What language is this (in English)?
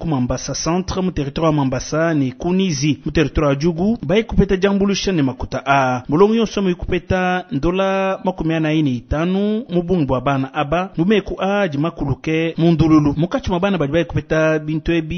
Luba-Lulua